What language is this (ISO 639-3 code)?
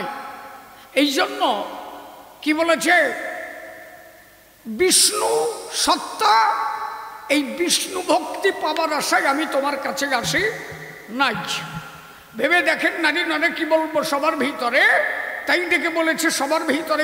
ben